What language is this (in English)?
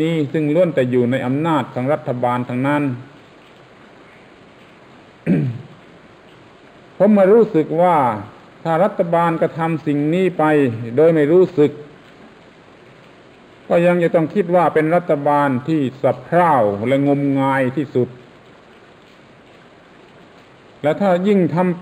Thai